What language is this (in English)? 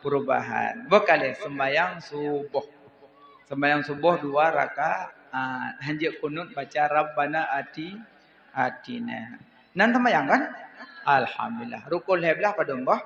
Achinese